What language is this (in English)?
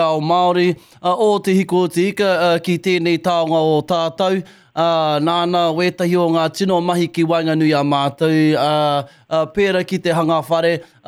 Māori